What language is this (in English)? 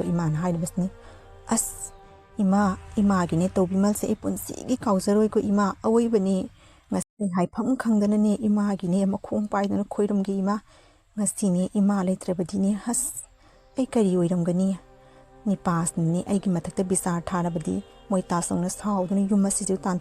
Manipuri